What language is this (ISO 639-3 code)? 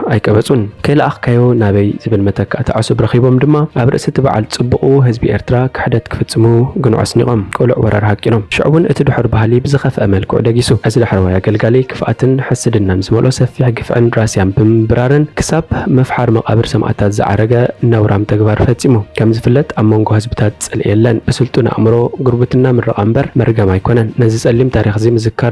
tir